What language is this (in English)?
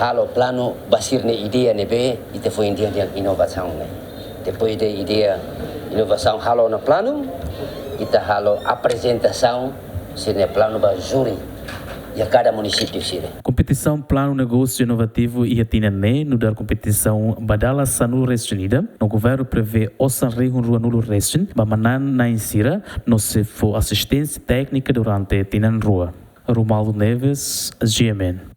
Tetum